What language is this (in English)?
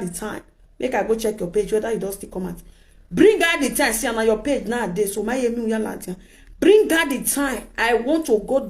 Nigerian Pidgin